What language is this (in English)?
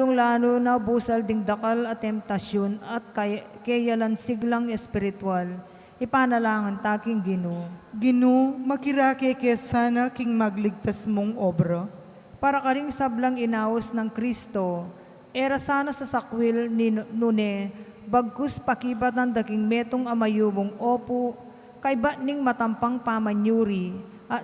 Pampanga